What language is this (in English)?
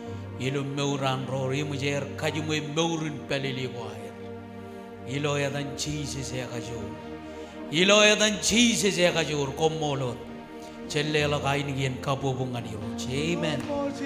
Marshallese